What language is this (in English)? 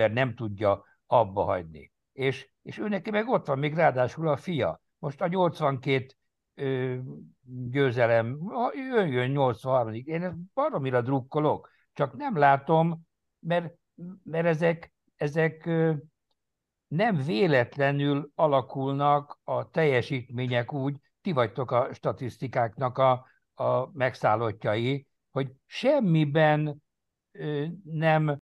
Hungarian